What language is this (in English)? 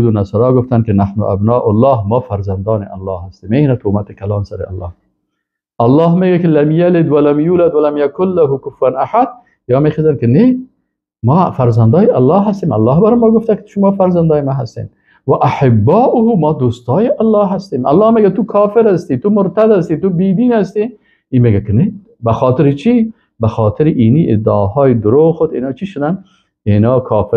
Persian